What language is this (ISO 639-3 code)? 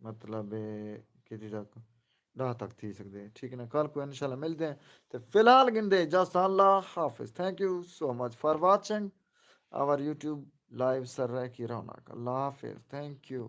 skr